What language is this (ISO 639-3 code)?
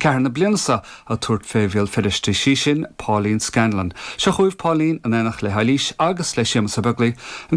gle